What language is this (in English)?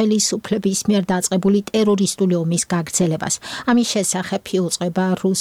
Georgian